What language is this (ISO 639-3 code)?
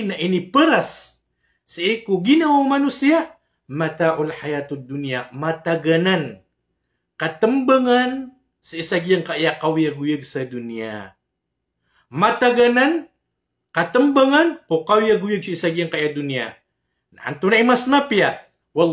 mrw